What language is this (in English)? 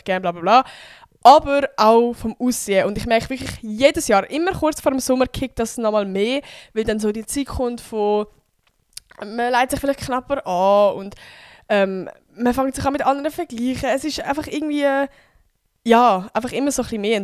Swiss German